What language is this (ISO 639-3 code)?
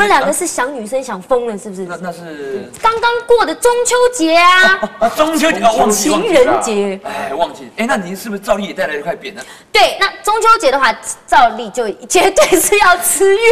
zho